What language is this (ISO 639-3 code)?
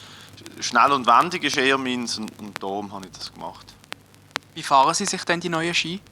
gsw